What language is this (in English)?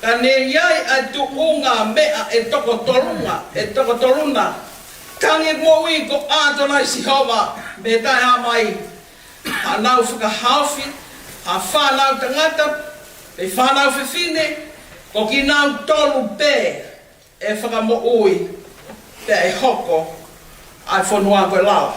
Tongan